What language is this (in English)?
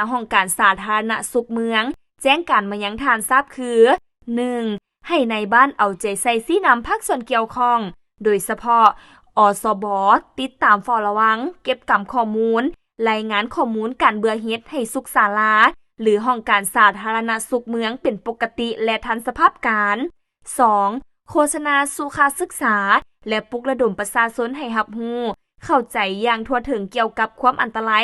Lao